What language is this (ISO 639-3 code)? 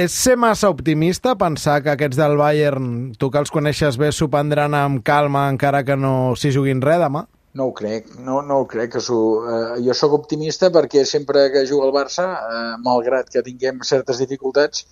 cat